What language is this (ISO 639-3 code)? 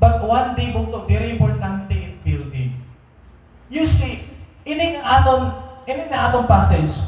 war